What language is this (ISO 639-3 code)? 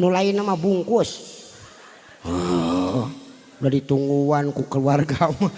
sun